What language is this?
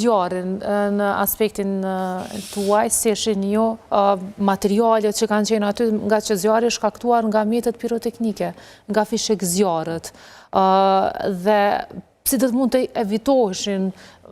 Albanian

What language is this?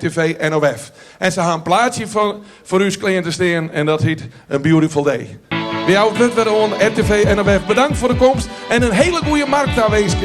Western Frisian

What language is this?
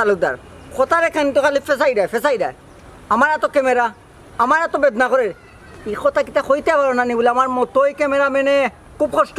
Sylheti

